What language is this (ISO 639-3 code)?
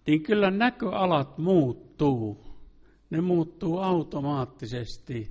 fin